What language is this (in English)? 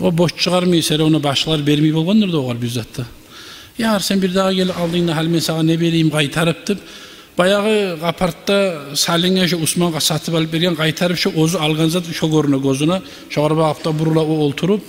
Kumyk